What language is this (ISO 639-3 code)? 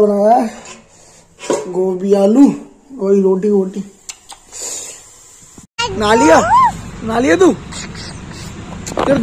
hin